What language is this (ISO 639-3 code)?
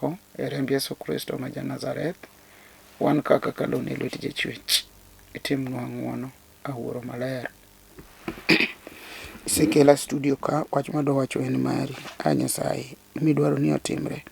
luo